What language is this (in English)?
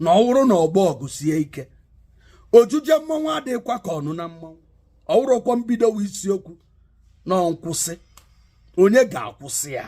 Igbo